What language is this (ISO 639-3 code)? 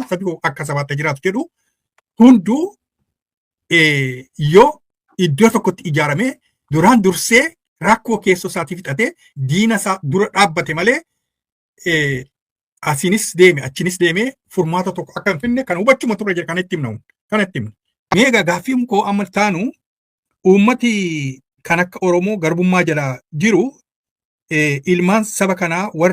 orm